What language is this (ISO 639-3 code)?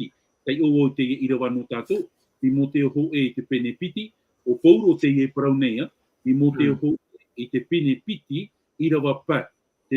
tah